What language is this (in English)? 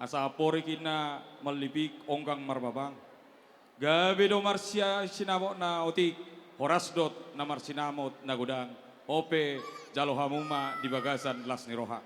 Batak Toba